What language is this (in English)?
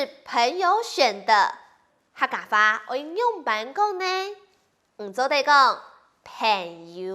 Hakka Chinese